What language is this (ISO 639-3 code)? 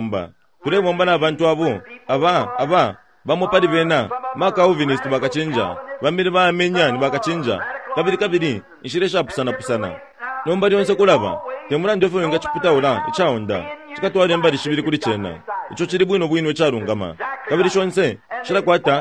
bem